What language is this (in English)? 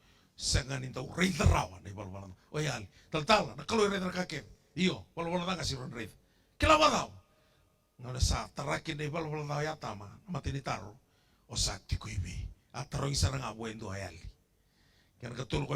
Fijian